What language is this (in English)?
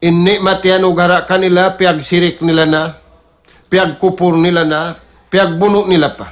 Tausug